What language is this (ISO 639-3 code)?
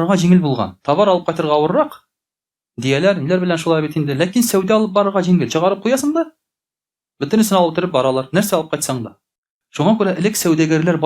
tat